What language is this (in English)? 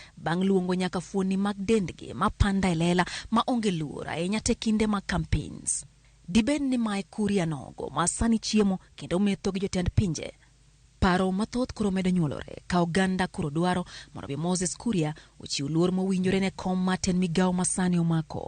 Luo (Kenya and Tanzania)